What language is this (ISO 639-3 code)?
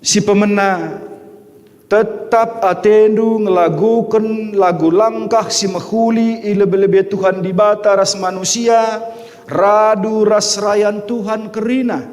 btx